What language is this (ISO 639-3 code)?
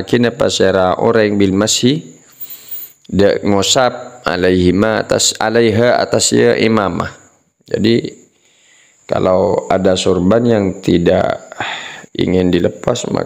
mad